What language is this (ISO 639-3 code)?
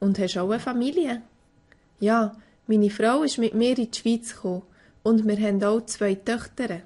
gsw